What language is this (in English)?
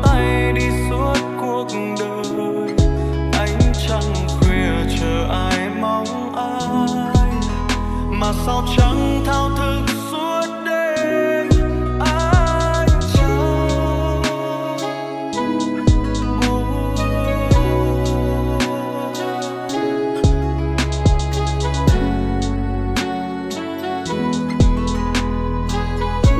Vietnamese